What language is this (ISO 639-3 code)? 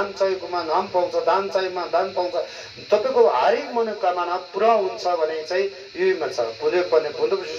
nep